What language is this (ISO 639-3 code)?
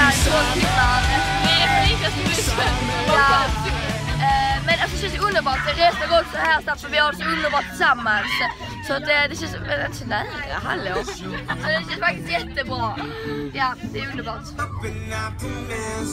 swe